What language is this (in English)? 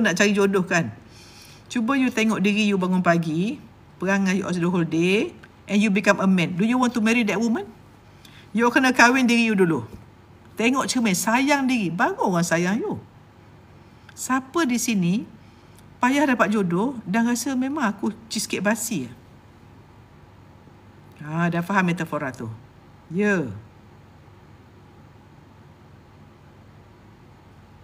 Malay